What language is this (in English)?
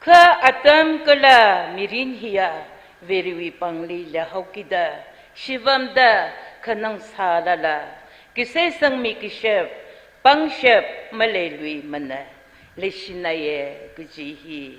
Tangkhul Naga (India)